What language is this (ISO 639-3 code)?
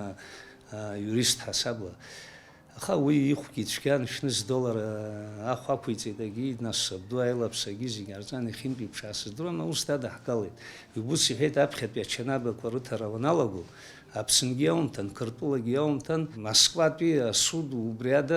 abk